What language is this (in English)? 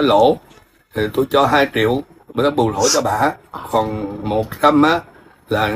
Vietnamese